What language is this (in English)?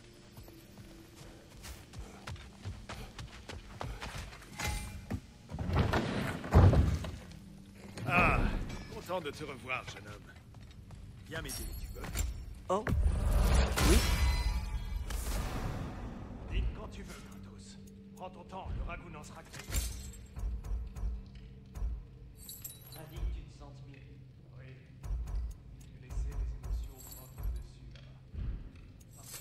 French